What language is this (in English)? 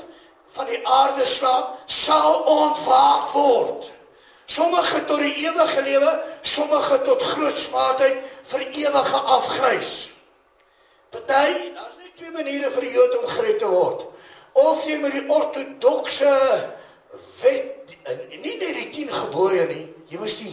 Afrikaans